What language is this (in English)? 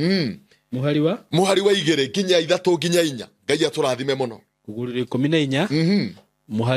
Kikuyu